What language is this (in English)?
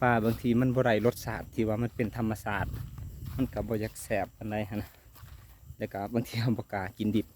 Lao